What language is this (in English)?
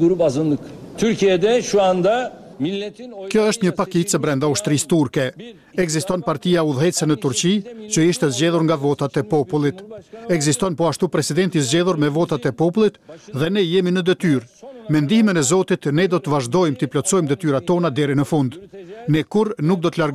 Albanian